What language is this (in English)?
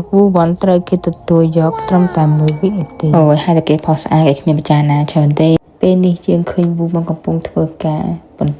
Khmer